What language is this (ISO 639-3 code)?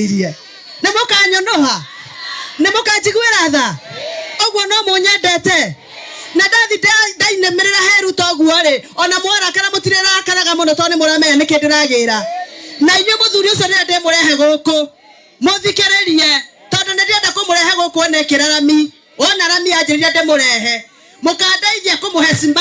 kik